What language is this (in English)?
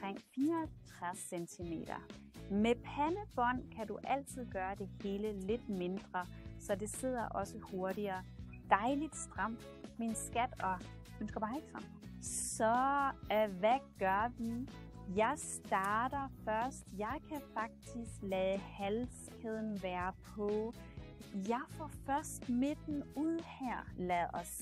Danish